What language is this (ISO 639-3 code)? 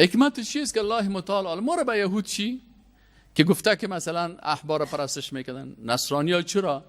fas